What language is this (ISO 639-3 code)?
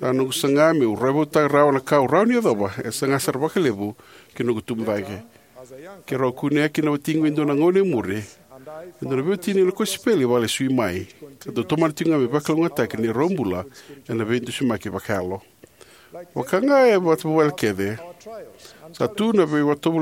fij